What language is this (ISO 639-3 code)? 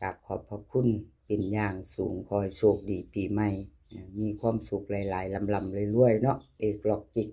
tts